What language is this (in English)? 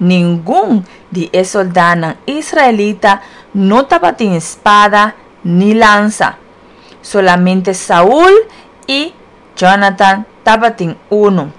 Papiamento